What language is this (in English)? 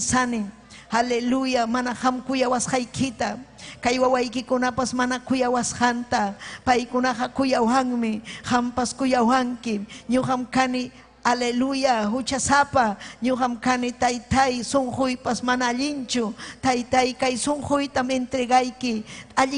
Ayacucho Quechua